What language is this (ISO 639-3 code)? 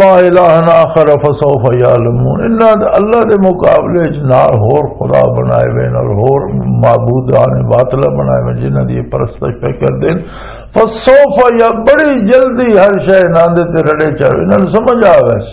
lah